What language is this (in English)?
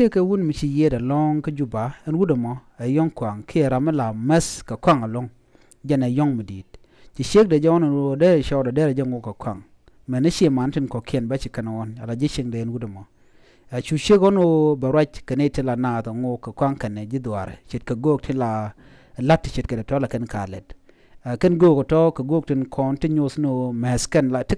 Nuer